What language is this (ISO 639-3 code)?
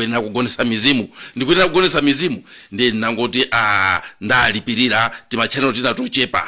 nya